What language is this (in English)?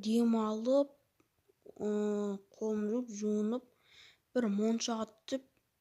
Kazakh